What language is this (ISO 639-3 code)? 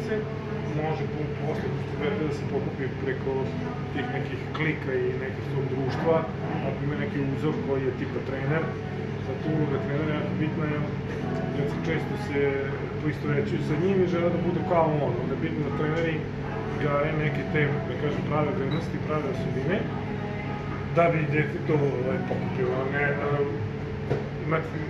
srp